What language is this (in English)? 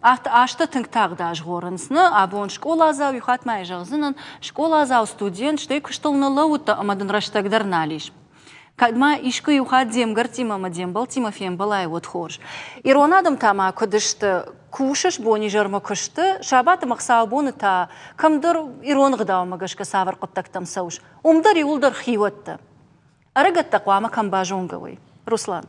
Ossetic